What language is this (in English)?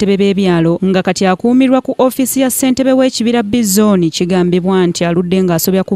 Ganda